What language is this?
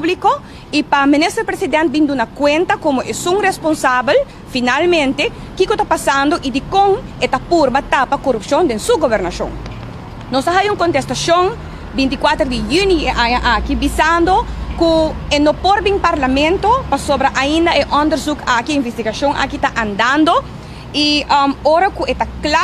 Papiamento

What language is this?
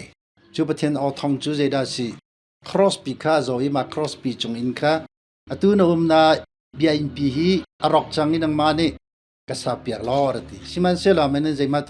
Hakha Chin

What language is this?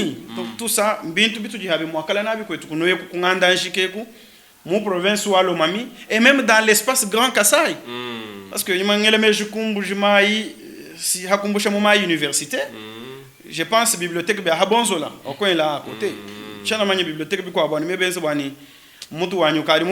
Luba-Lulua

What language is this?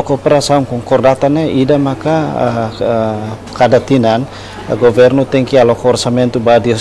Tetum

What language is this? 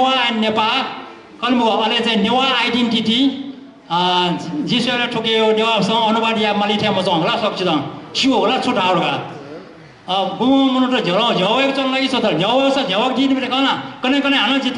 Newari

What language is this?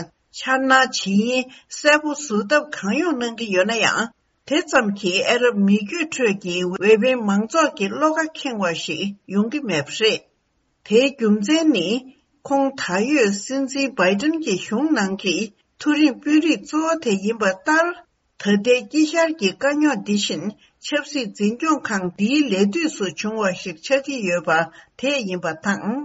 Tibetan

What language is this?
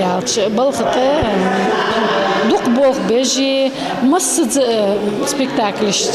Ingush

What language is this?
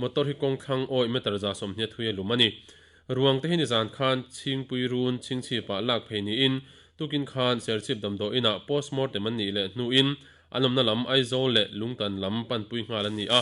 Mizo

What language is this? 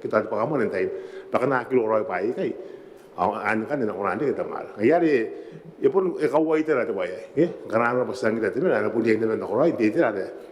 Gilbertese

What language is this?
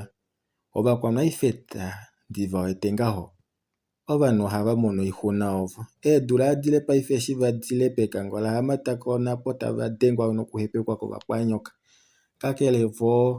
Kuanyama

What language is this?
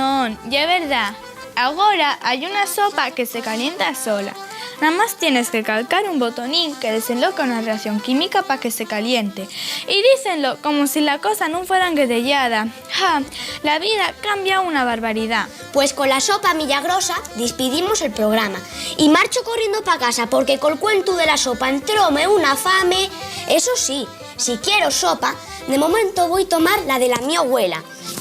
Asturian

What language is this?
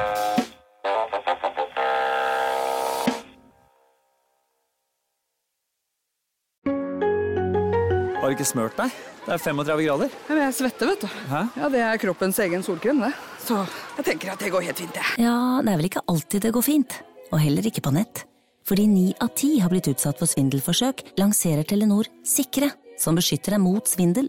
Norwegian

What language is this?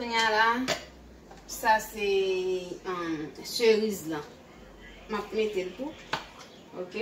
Haitian Creole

